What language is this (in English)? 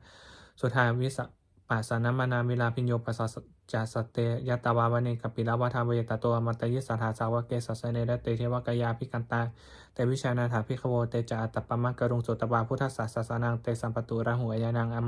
Pali